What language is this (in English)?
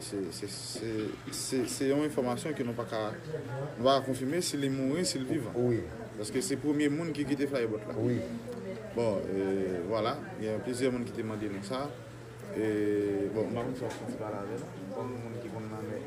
Haitian Creole